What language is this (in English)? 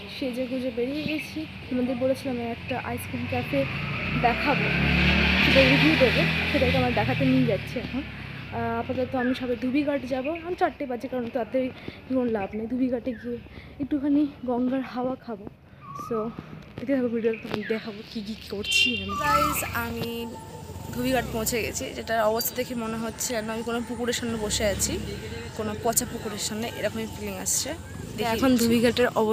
Bangla